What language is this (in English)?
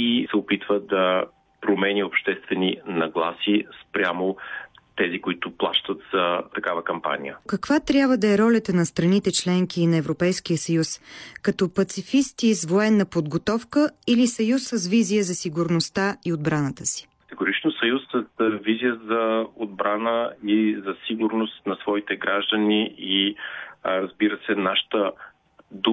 Bulgarian